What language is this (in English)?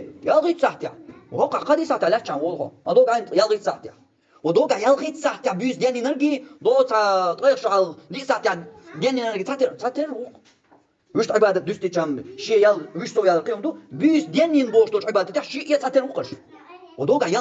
Chechen